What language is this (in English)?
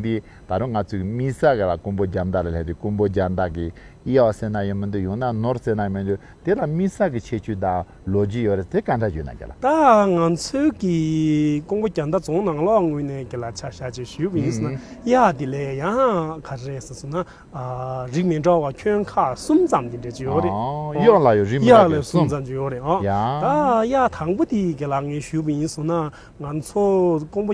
Tibetan